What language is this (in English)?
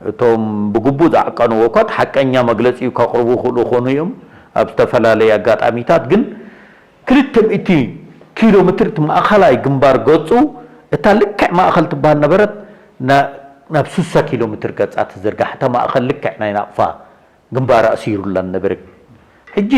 Tigrinya